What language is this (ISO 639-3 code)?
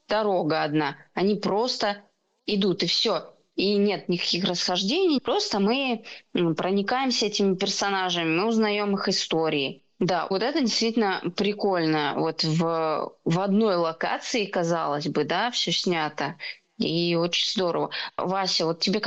rus